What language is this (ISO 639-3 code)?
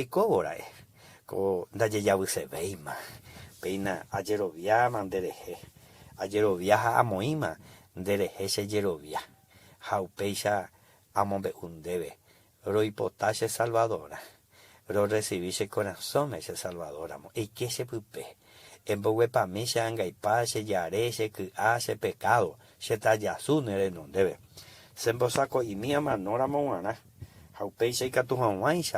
grn